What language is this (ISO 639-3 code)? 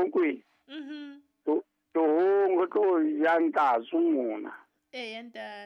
sot